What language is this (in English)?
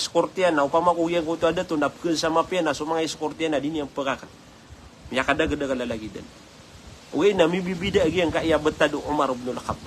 Maranao